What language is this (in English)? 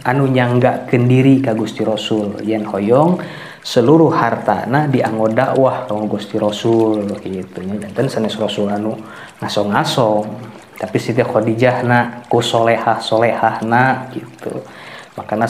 Sundanese